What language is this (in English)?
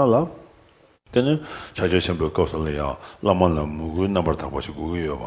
Tibetan